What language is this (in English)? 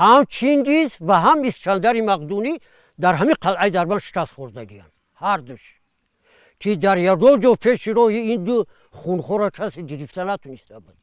Tajik